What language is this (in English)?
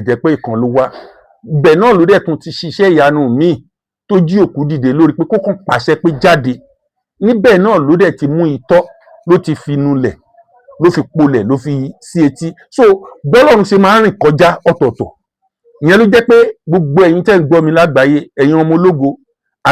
Yoruba